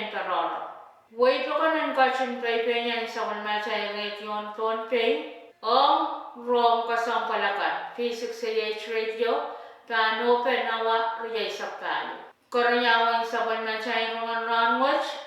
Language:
Pohnpeian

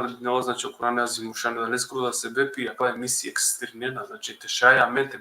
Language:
Balkan Romani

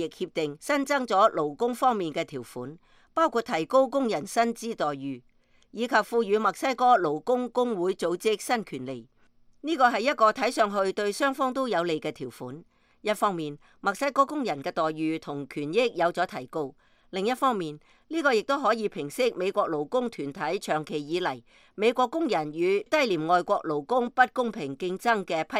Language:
Cantonese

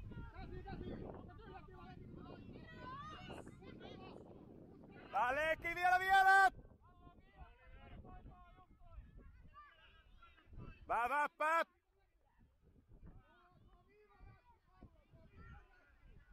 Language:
Finnish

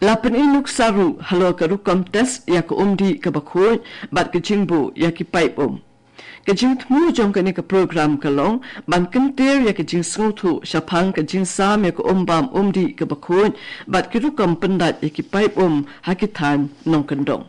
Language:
Khasi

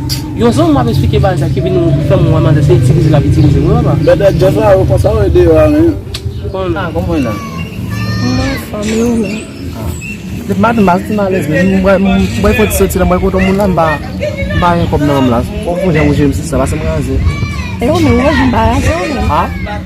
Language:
Haitian Creole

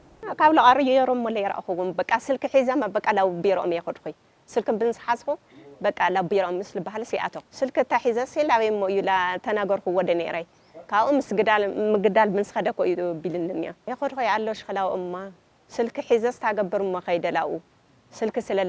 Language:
Tigrinya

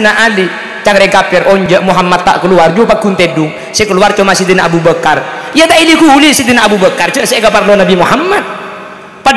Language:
Madurese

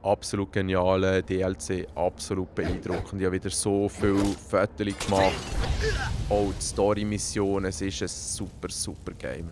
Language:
Swiss German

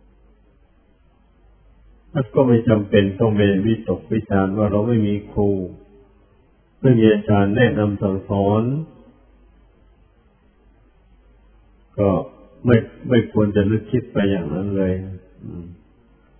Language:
Thai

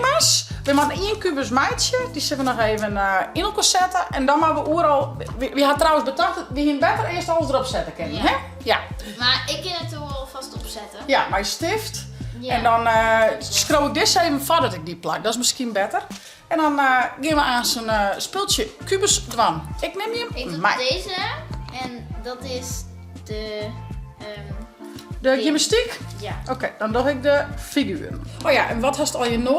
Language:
Western Frisian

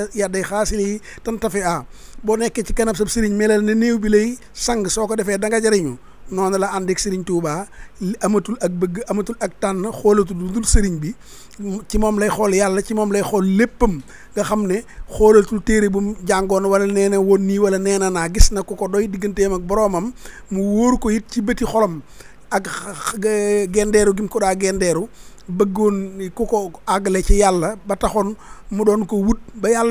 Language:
Wolof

